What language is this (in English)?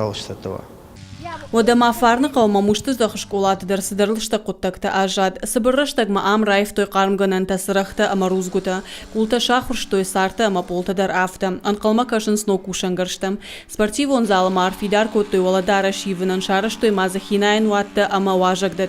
Ossetic